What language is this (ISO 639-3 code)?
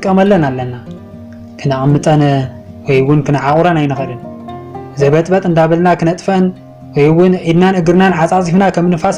tir